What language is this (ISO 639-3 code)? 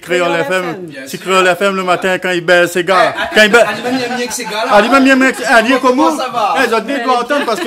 rcf